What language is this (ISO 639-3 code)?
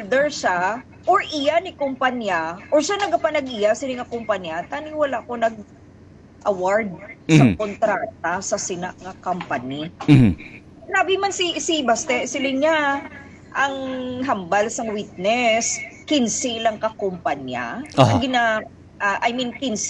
hil